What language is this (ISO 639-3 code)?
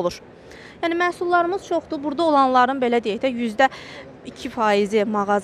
aze